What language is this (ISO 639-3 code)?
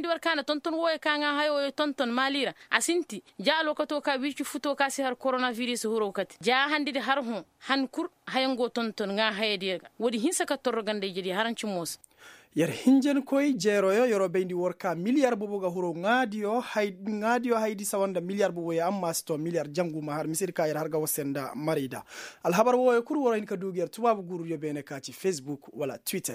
ses